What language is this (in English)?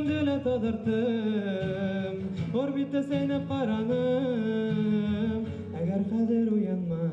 Bashkir